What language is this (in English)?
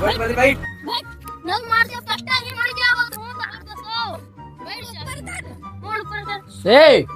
Awadhi